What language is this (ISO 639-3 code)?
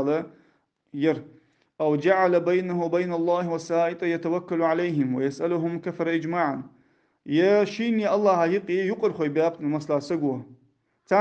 inh